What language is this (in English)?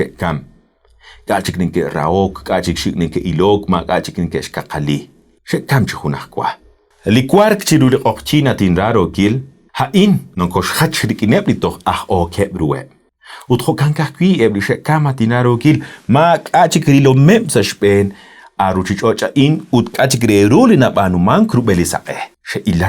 Kekchí